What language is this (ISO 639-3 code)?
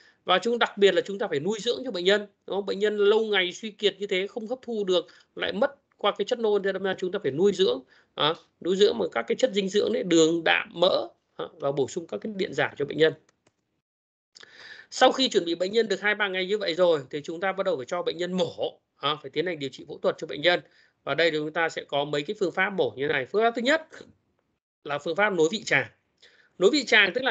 vie